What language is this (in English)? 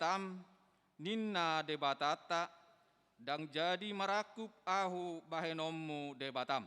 Batak Toba